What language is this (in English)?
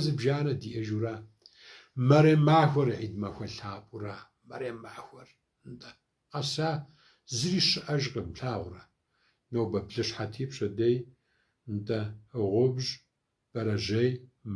Kabardian